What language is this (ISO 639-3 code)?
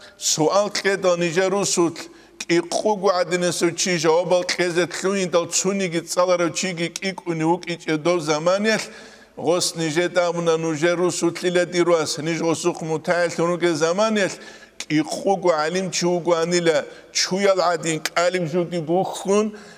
ava